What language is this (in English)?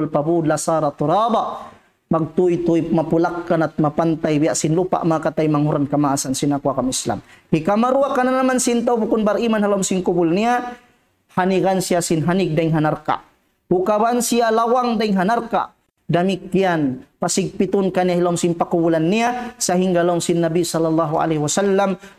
Tausug